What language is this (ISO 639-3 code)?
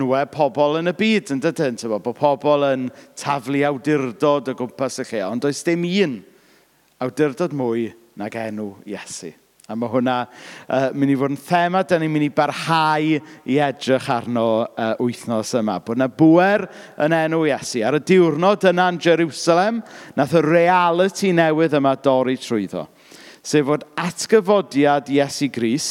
cym